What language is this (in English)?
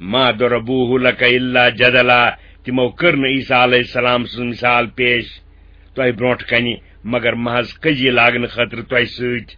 Kashmiri